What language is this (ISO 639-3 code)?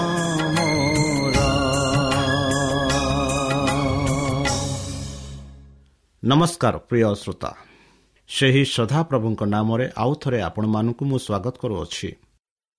ori